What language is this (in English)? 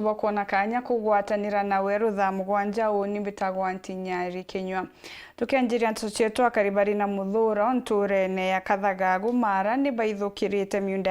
Meru